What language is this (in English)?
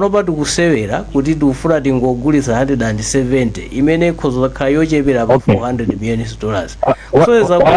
Nyanja